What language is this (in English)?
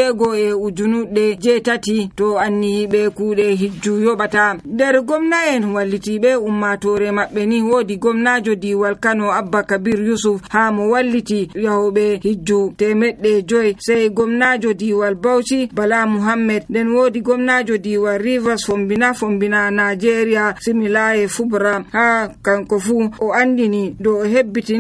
Nigerian Fulfulde